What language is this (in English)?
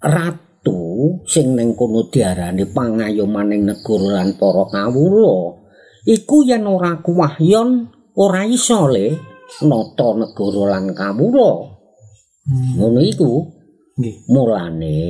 Javanese